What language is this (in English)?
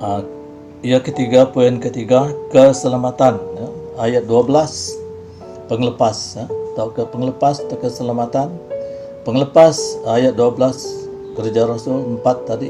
Iban